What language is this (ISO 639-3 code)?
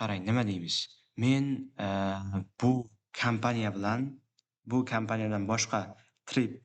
uzb